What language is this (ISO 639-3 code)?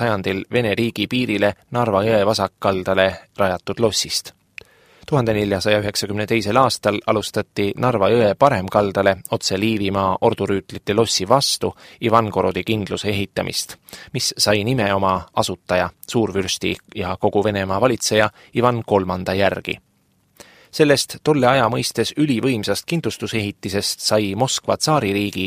est